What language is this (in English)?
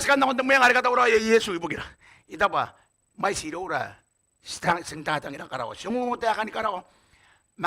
Gilbertese